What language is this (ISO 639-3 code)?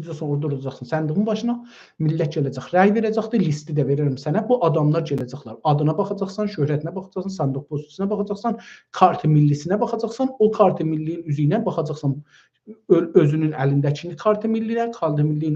azb